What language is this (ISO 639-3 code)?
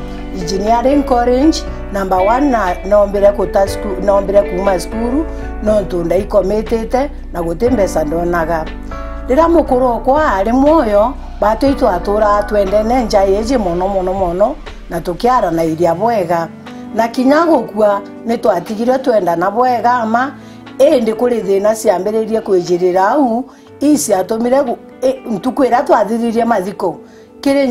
mer